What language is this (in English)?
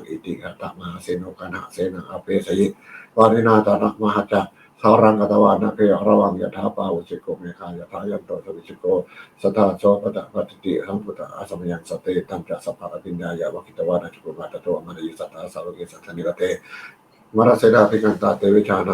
Pali